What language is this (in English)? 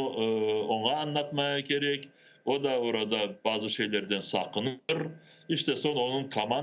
Crimean Tatar